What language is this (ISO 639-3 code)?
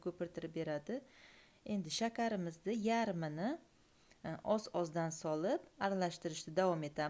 uzb